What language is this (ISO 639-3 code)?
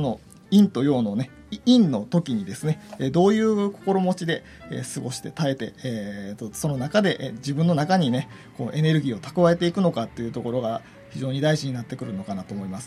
jpn